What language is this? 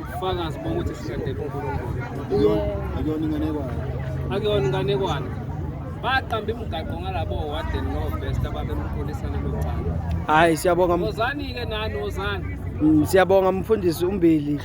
Zulu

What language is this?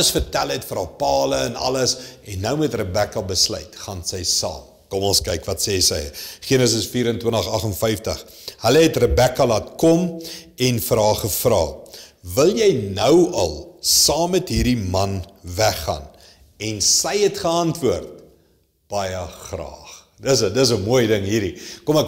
Afrikaans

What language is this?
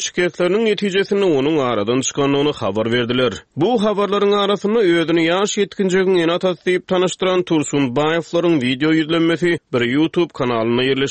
Turkmen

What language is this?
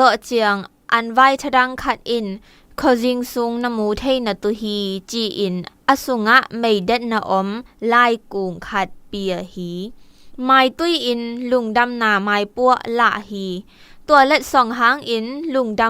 Zou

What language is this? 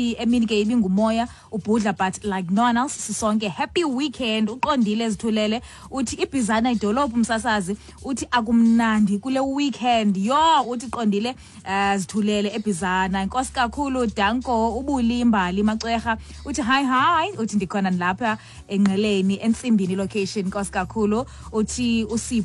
Xhosa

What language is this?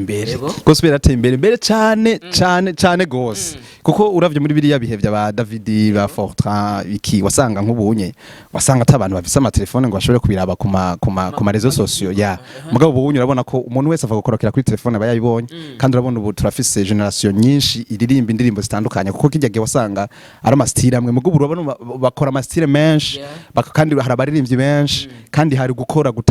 Rundi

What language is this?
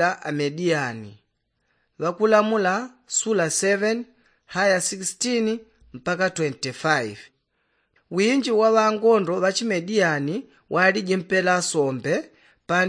Yao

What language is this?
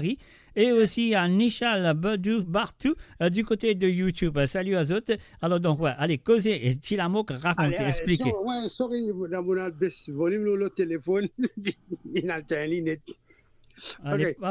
Morisyen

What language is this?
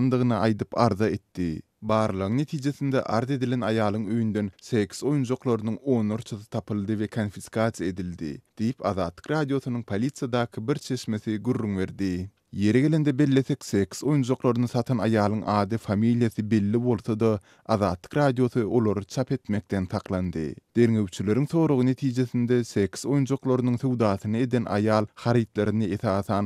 Turkmen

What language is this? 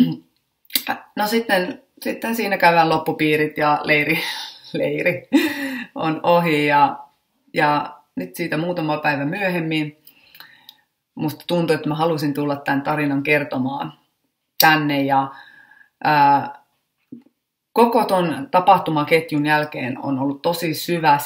Finnish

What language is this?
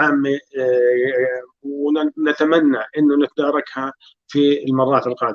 North Levantine Arabic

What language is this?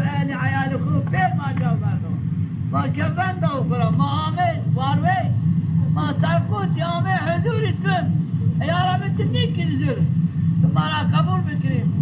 Zaza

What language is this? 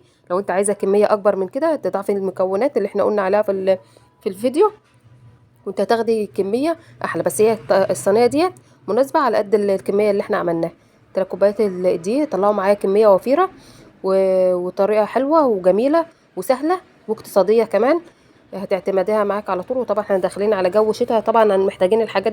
Egyptian Arabic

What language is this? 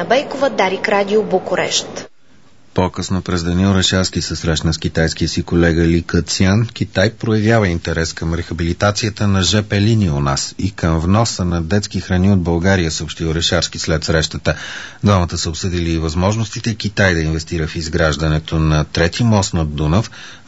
Bulgarian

